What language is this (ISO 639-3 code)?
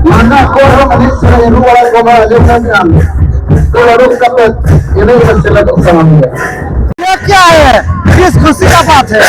sat